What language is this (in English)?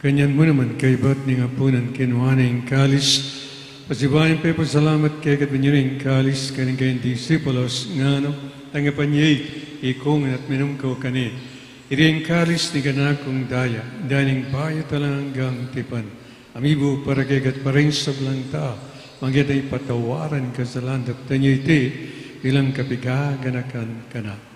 Pampanga